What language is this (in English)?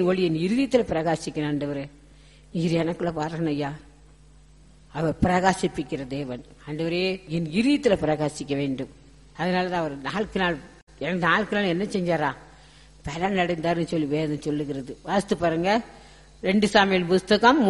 Tamil